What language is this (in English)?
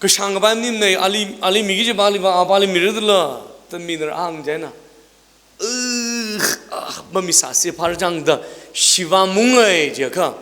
Tangkhul Naga (India)